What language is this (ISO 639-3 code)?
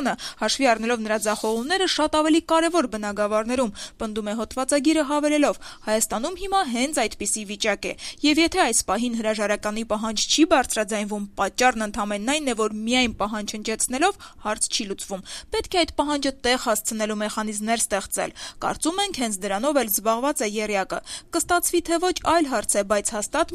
hye